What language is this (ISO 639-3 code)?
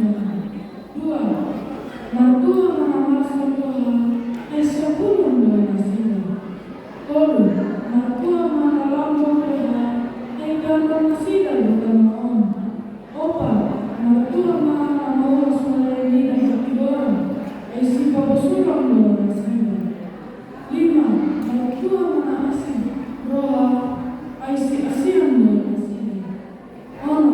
bbc